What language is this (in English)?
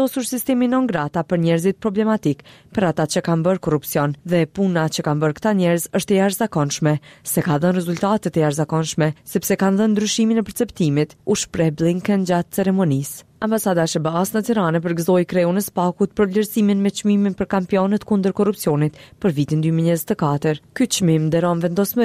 Albanian